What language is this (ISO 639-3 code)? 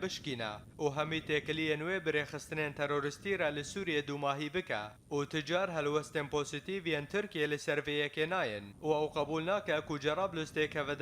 kur